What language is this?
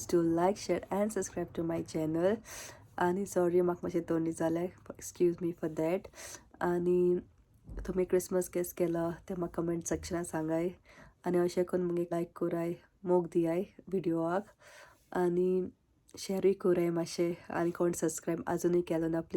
Konkani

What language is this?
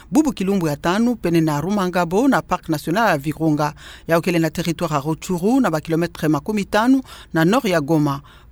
Kituba (Democratic Republic of Congo)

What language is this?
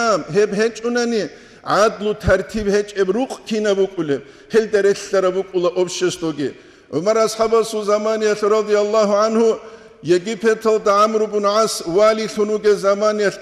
Avaric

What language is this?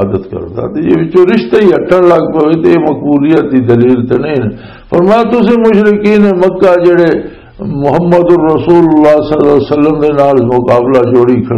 Western Panjabi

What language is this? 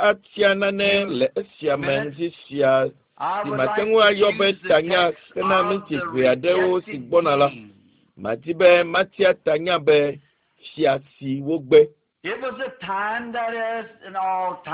Ewe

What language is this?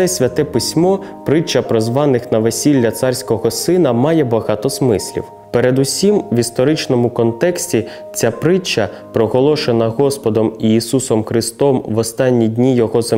Ukrainian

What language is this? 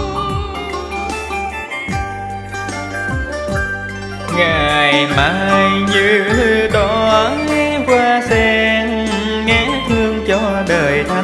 Vietnamese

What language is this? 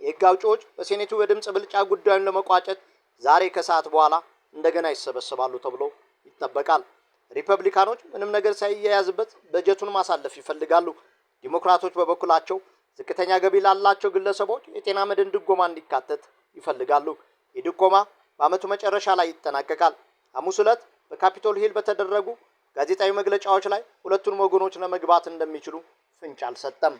Amharic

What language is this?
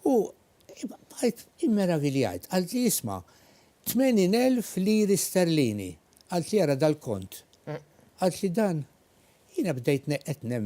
Maltese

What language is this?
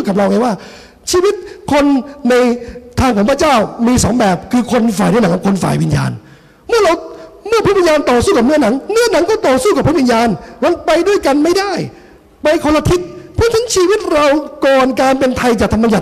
Thai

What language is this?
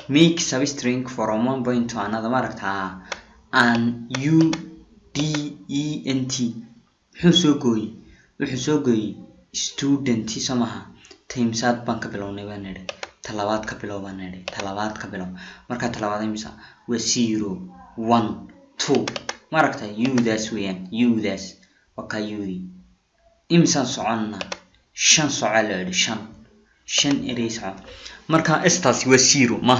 Somali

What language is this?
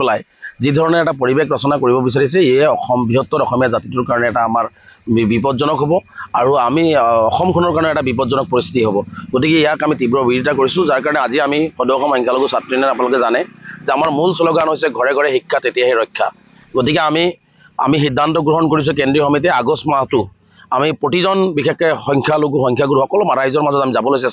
Assamese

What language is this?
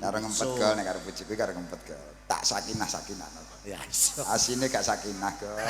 Javanese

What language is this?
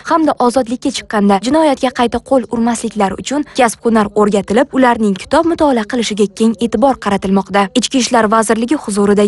Uzbek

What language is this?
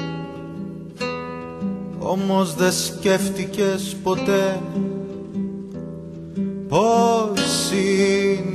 Greek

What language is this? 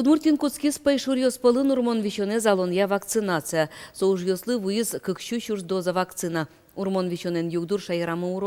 Udmurt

